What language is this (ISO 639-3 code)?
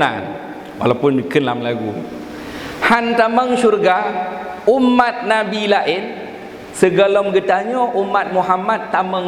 ace